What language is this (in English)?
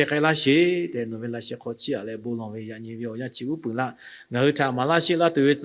Lahu